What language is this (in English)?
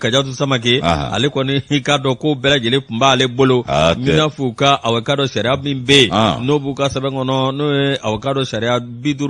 Bambara